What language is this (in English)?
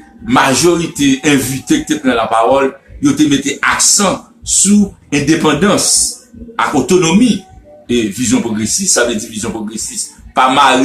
Haitian Creole